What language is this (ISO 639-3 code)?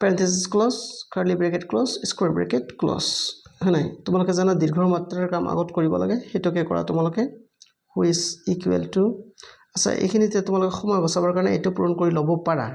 asm